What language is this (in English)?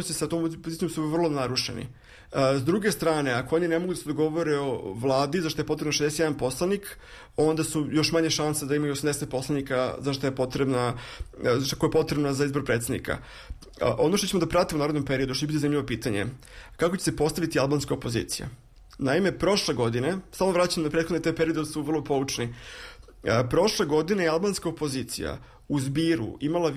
Serbian